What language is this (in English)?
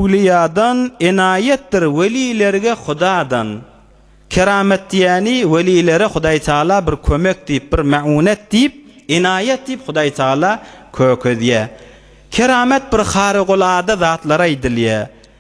Turkmen